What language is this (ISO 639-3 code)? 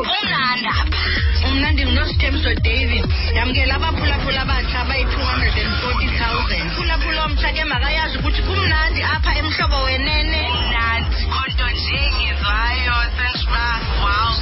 xho